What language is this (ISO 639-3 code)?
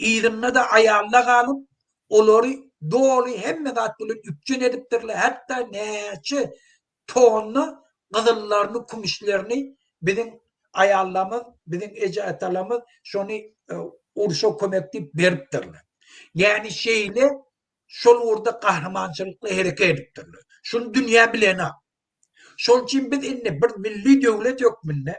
tuk